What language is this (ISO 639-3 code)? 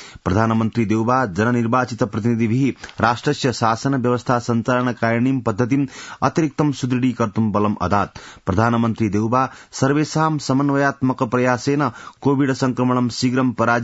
san